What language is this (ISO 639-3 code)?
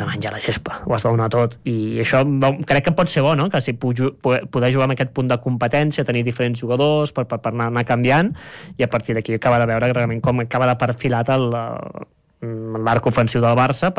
cat